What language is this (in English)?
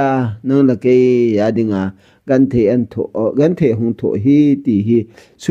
Thado Chin